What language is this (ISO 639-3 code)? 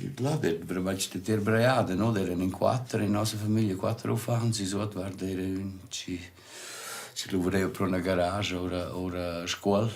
roh